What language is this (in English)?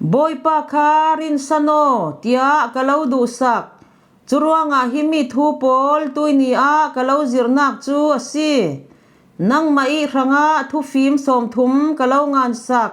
Falam Chin